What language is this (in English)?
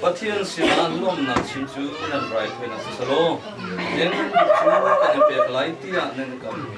Hakha Chin